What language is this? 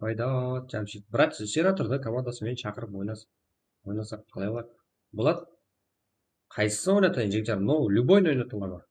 Kara-Kalpak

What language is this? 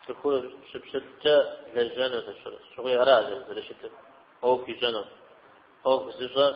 Kabardian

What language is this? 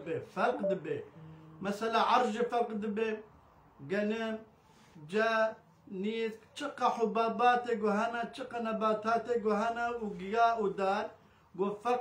Kurdish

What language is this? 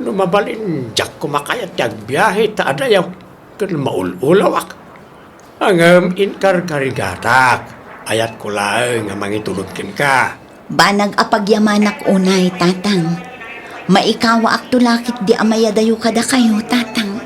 Iloko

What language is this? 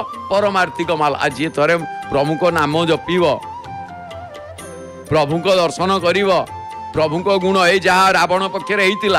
Odia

